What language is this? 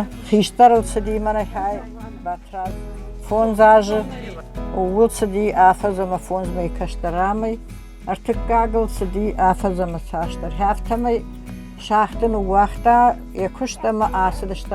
Ossetic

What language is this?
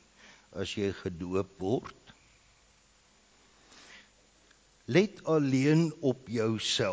Afrikaans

